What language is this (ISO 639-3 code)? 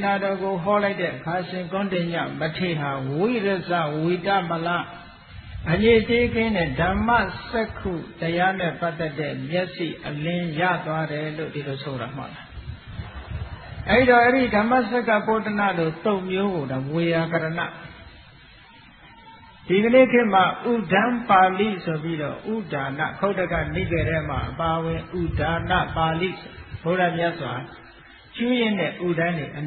mya